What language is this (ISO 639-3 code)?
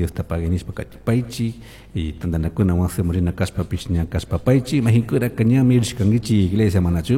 qug